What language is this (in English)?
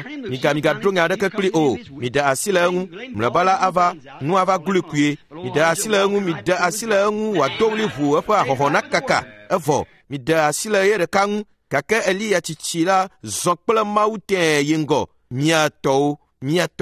Ewe